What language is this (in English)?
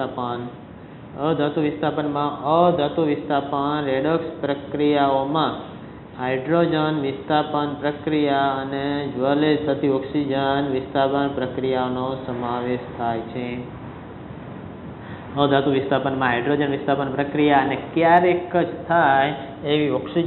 Gujarati